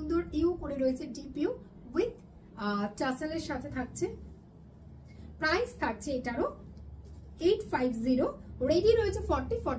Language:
Bangla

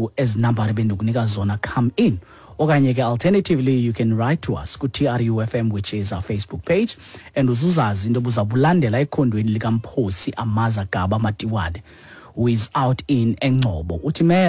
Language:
Xhosa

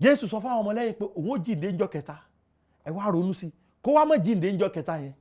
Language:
Yoruba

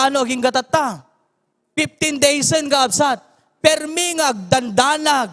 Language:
Iloko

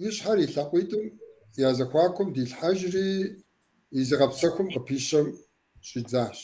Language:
Kabardian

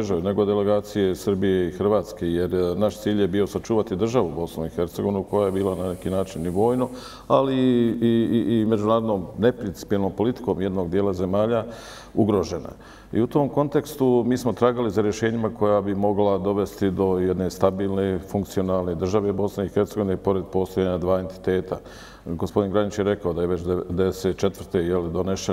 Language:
Bosnian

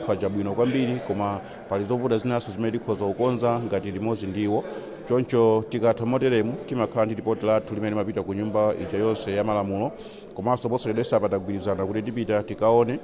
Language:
Nyanja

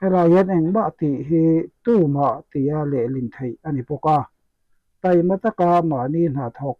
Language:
Mizo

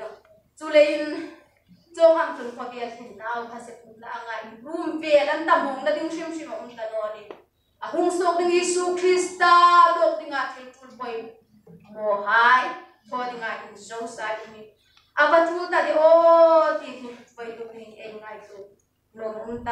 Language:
Hmar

